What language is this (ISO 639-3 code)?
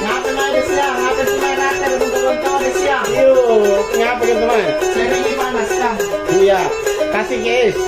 mak